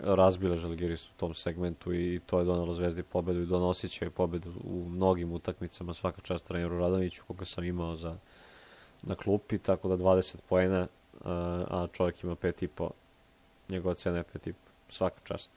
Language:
Serbian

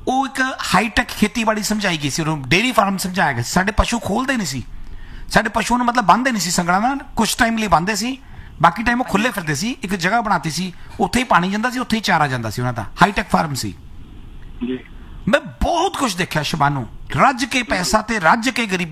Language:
Punjabi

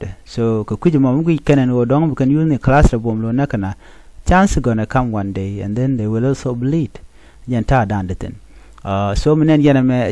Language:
Nuer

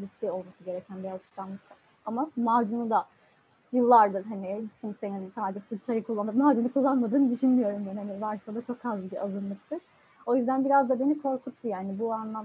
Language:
Turkish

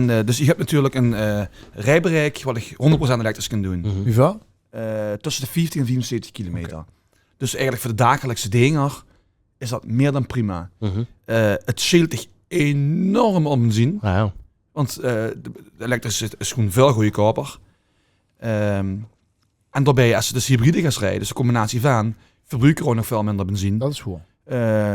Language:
Limburgish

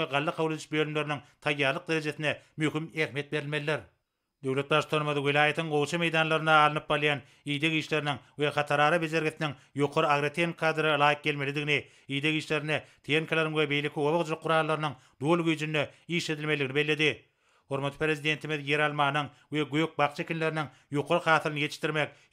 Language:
Turkmen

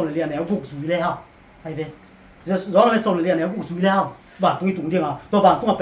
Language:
Tedim Chin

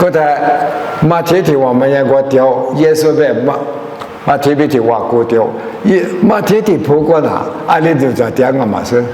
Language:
Lisu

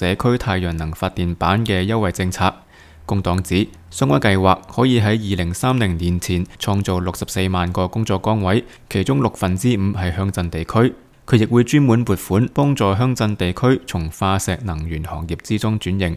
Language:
Cantonese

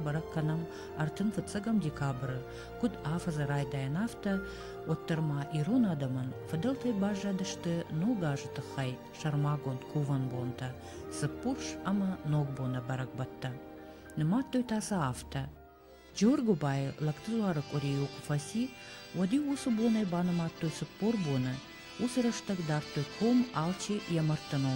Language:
Ossetic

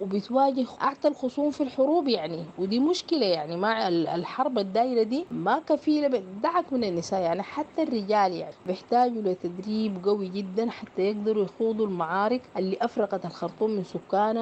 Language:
Sudanese Arabic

